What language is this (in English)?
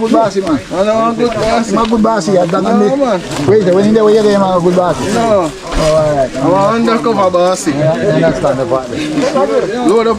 Jamaican Creole English